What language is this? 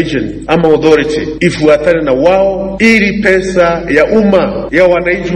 Gusii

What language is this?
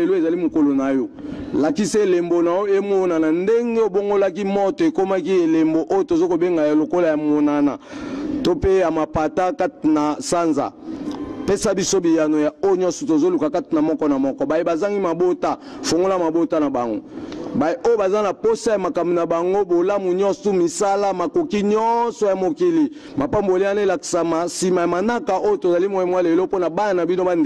Lingala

